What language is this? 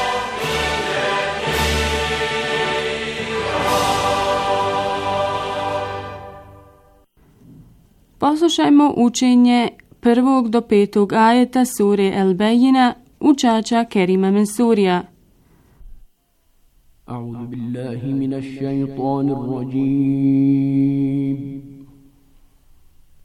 Bosnian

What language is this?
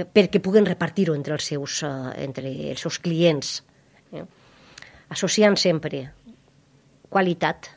Catalan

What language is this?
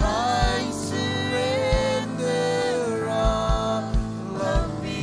Marshallese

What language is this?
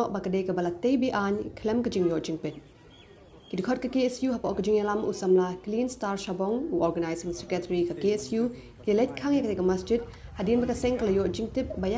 Khasi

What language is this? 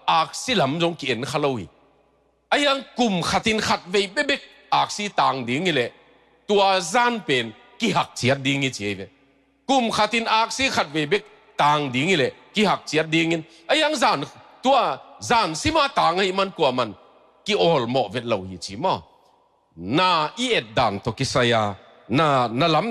Tedim Chin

